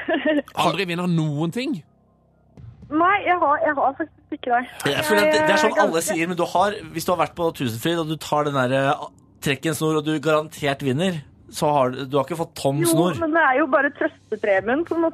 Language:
Norwegian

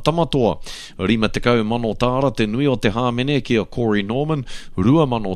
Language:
Māori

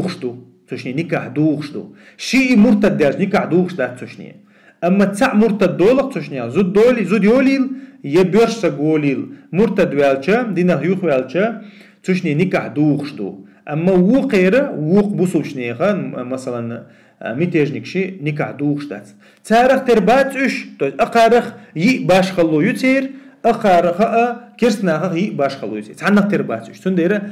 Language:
Chechen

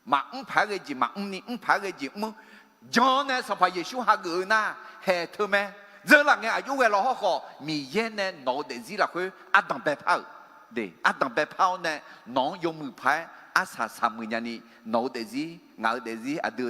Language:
Akha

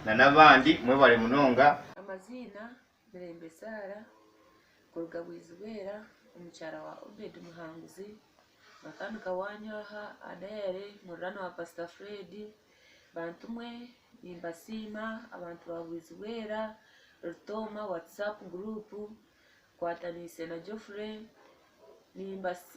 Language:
Nyankole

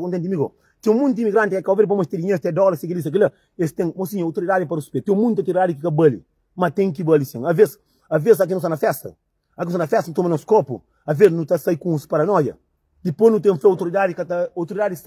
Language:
Kabuverdianu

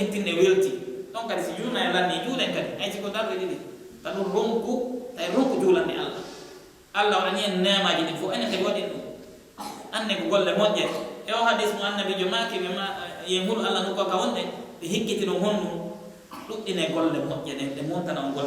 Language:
Pular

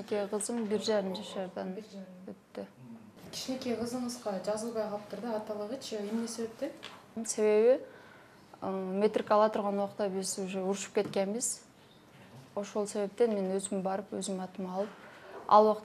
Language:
Kyrgyz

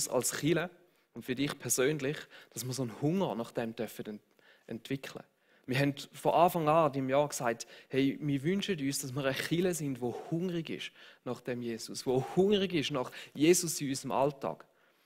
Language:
Swiss German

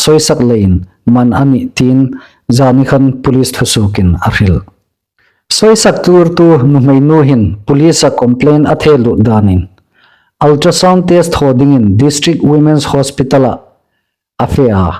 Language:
Hmar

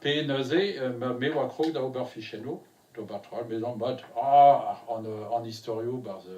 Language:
Breton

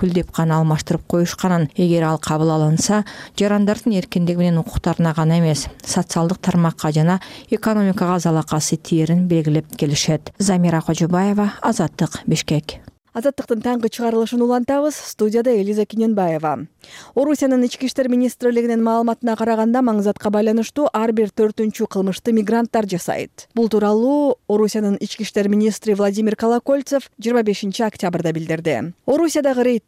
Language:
Kyrgyz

